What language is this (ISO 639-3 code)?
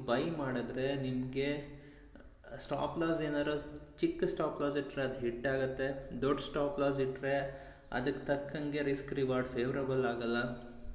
kan